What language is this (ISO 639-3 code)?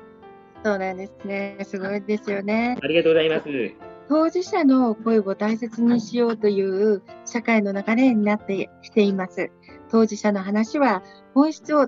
jpn